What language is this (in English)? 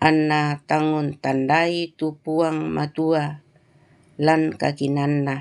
Toraja-Sa'dan